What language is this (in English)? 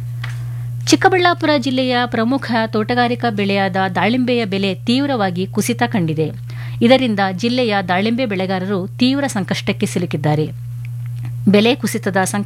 Kannada